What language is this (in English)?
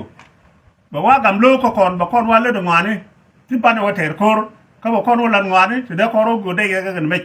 Nuer